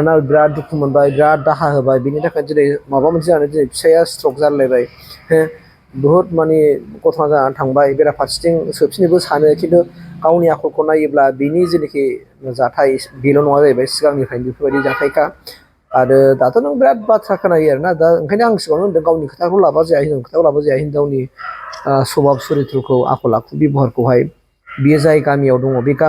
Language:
Bodo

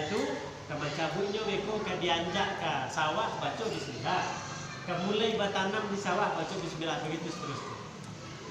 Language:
Minangkabau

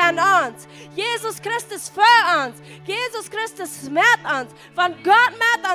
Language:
Plautdietsch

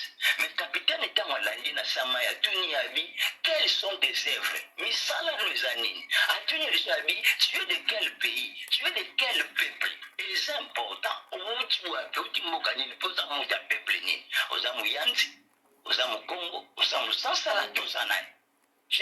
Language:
Lingala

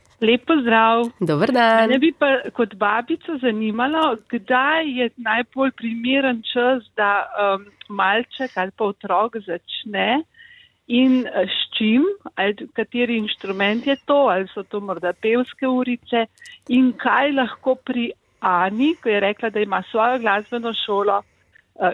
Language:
Slovenian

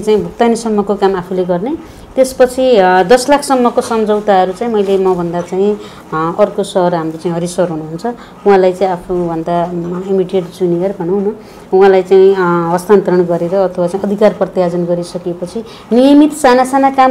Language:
Nepali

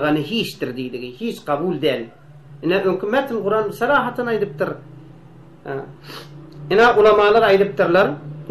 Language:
Turkmen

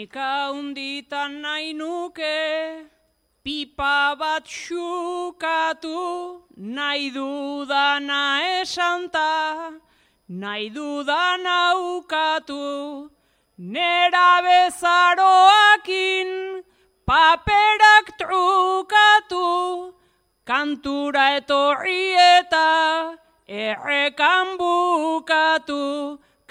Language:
Basque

